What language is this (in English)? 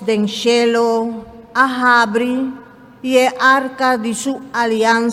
Papiamento